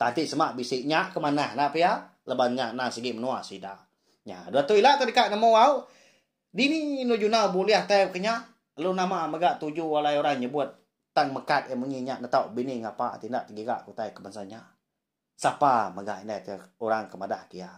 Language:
Iban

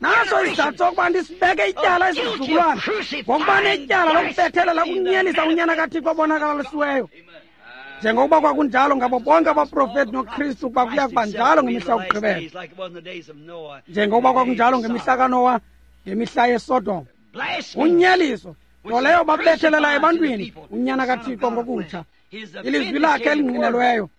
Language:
Xhosa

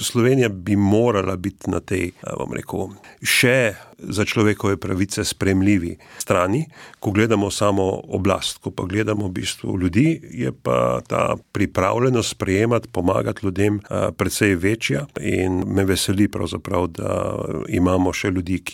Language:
Slovenian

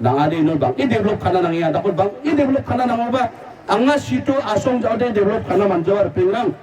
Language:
Garo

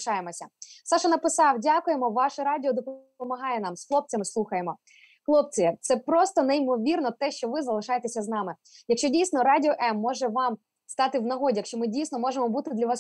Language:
Ukrainian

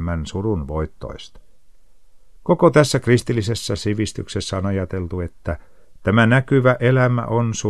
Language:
Finnish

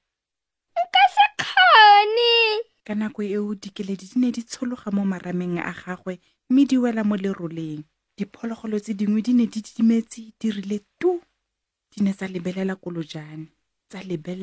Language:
Tswana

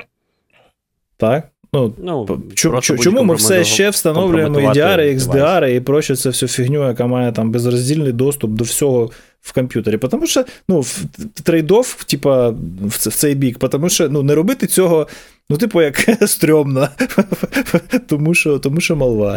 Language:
Ukrainian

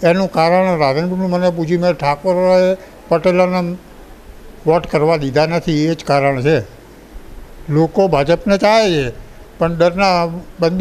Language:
Gujarati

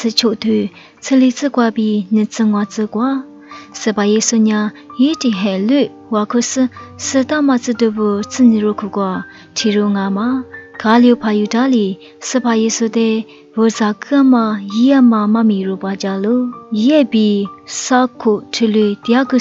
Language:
Lisu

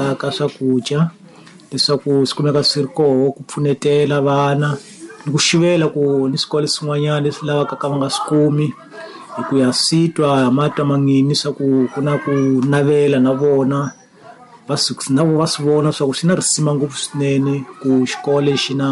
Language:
Tsonga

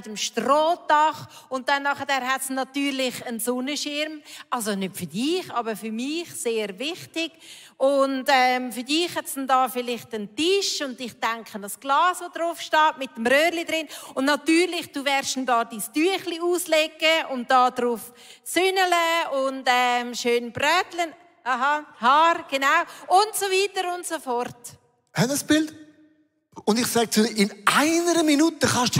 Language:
Swiss German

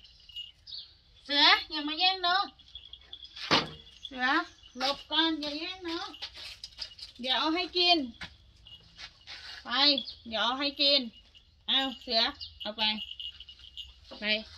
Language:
Thai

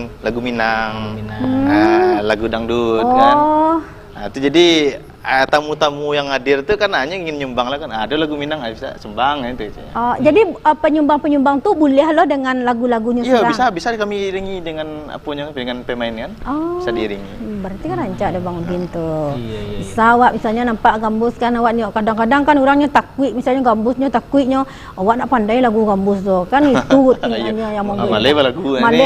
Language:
Minangkabau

